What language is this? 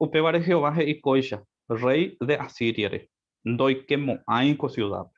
Guarani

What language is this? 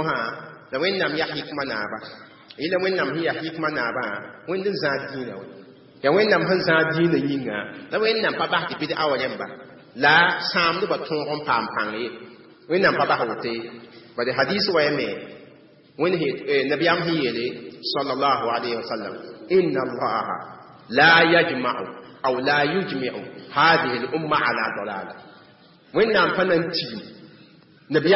Mossi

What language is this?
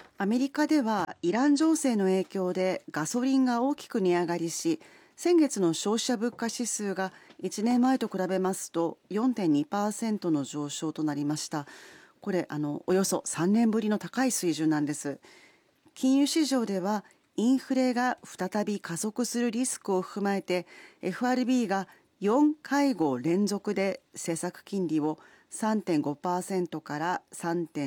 Japanese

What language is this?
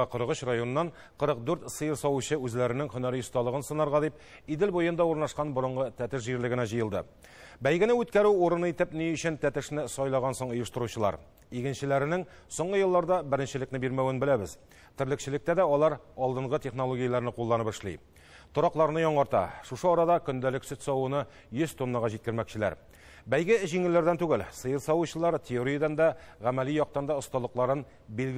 Tatar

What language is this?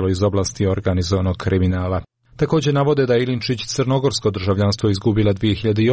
Serbian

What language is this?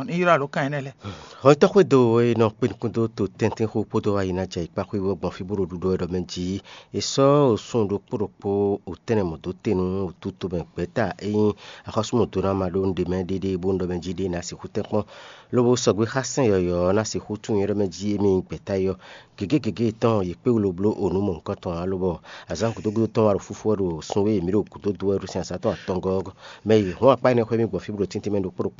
Fon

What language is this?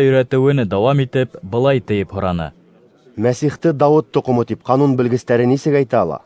Bashkir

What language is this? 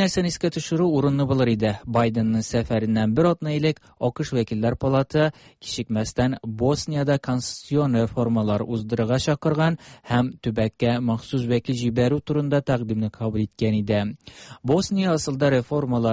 Tatar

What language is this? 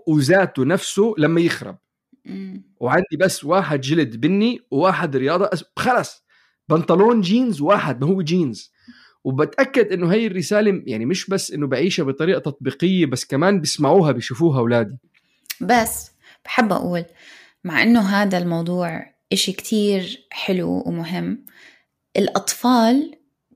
North Levantine Arabic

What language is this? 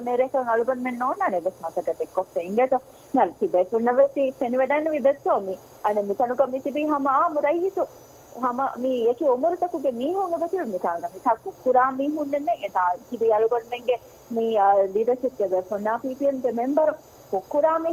Divehi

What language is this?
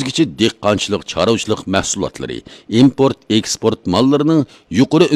Uyghur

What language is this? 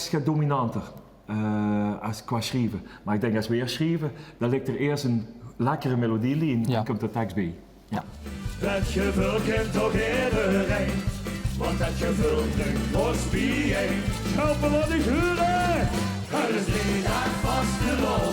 Limburgish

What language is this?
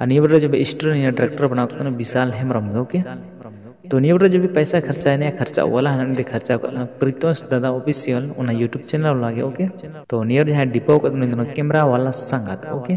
Santali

